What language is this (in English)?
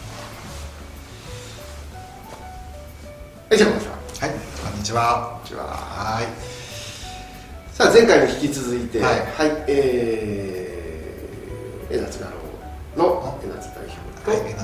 Japanese